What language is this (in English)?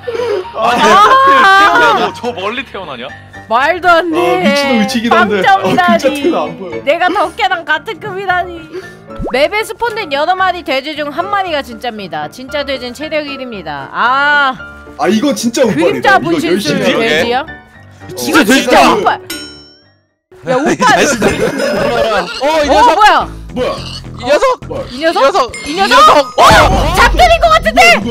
Korean